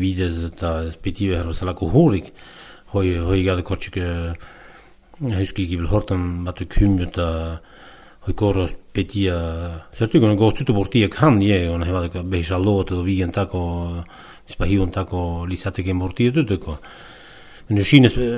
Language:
Basque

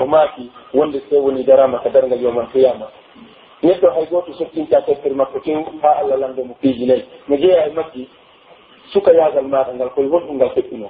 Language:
Pular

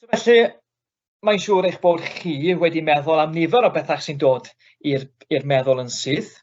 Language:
Welsh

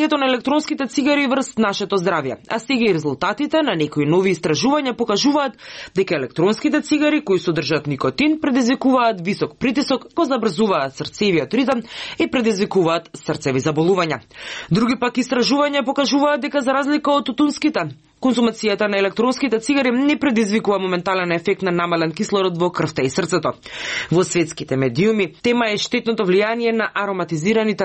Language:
Macedonian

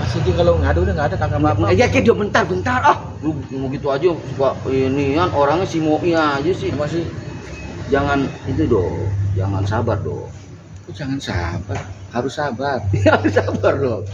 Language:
Betawi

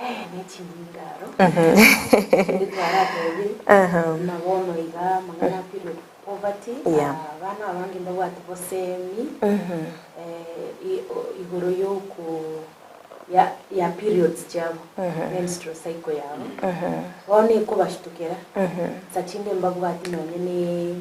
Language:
Gusii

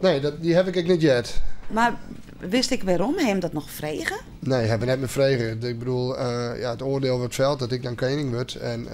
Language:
Western Frisian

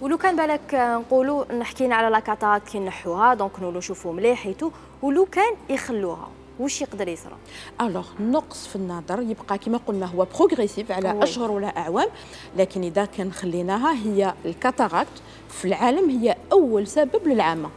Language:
Algerian Arabic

